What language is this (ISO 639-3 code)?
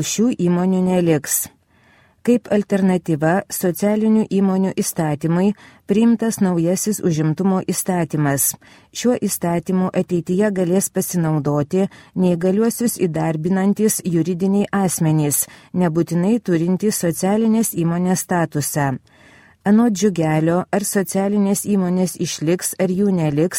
lit